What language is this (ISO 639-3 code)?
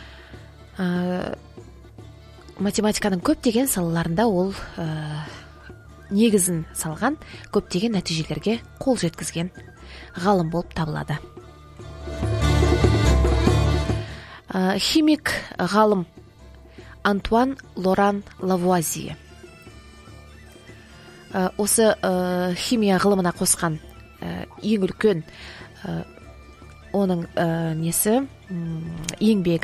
kaz